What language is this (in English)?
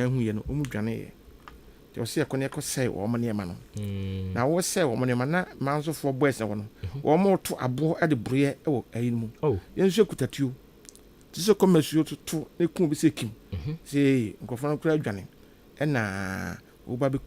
Akan